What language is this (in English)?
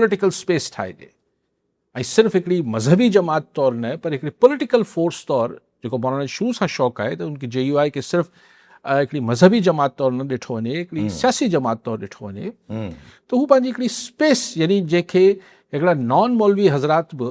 Sindhi